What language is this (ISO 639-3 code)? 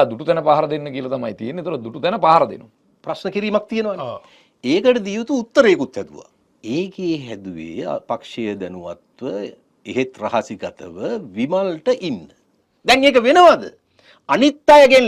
sin